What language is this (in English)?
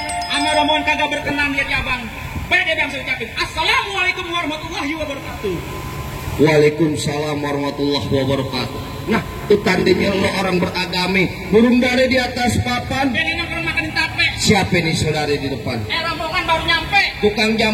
Betawi